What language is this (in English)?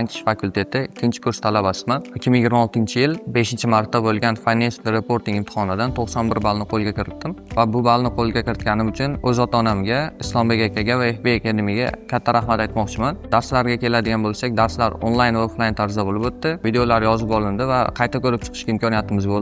Uzbek